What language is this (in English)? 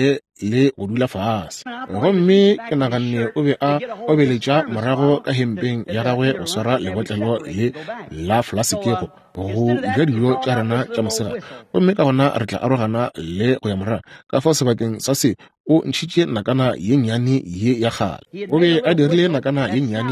Northern Sotho